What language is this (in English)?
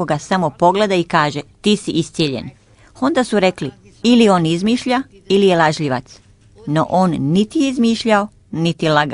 Croatian